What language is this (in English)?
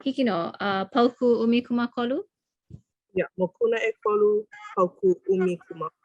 Hawaiian